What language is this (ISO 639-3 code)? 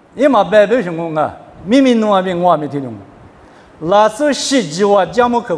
lis